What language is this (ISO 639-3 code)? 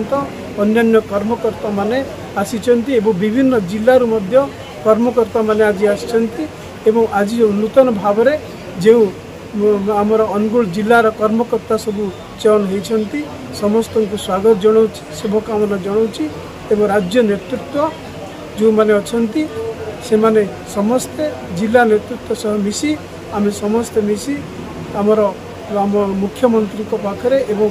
ori